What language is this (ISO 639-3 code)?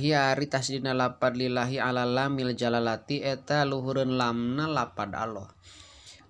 sun